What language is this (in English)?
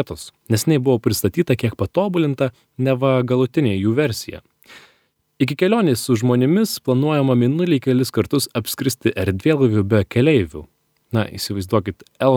Lithuanian